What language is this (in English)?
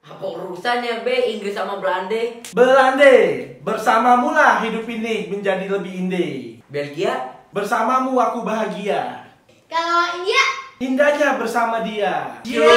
Betawi